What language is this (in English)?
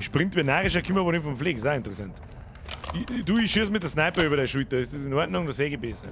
Bavarian